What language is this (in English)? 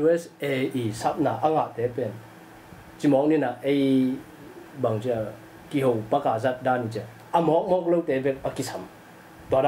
Tedim Chin